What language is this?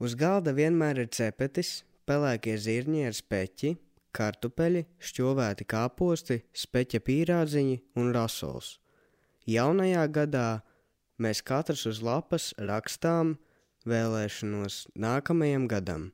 Latvian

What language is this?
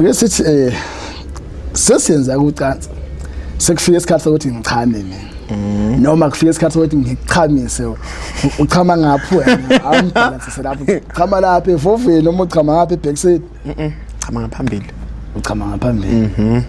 Zulu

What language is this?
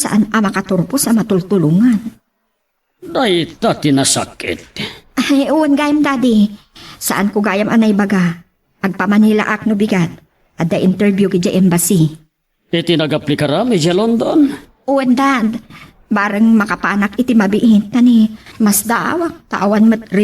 Iloko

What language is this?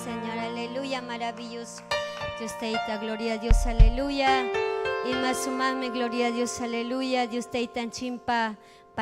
Ayacucho Quechua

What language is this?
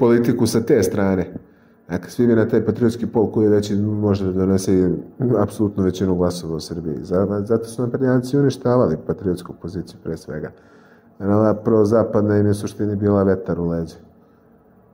Serbian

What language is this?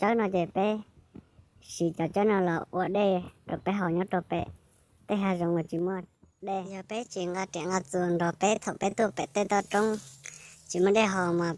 Hmong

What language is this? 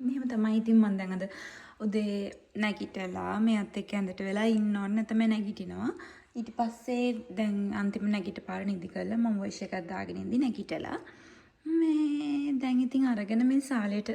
Sinhala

